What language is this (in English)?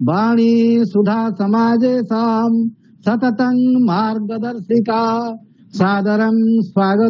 Sanskrit